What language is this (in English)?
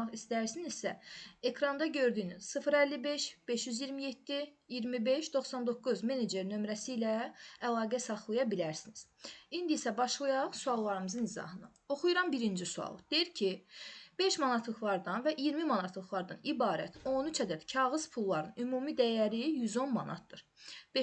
Azerbaijani